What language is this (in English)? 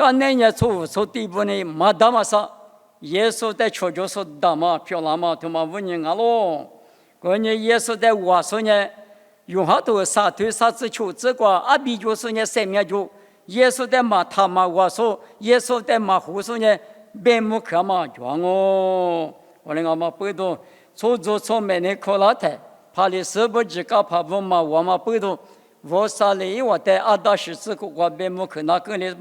Lisu